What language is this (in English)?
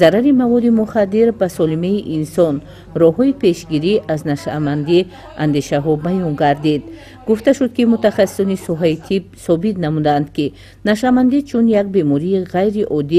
Tajik